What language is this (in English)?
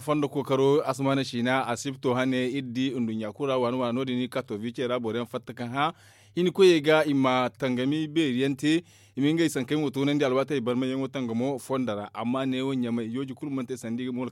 Zarma